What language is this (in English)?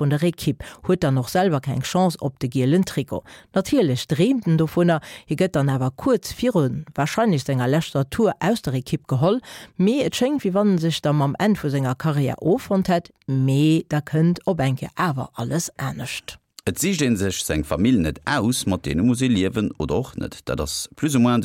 Luxembourgish